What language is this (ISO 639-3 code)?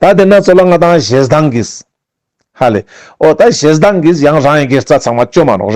lbj